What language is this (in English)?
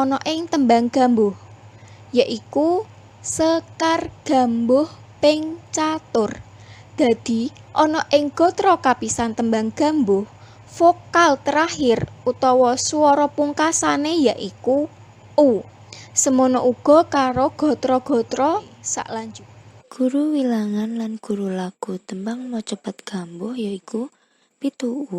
Javanese